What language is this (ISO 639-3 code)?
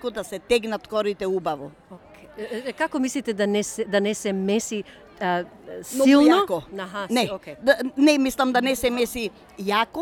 mkd